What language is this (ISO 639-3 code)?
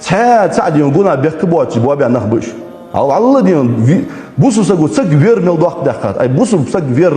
inh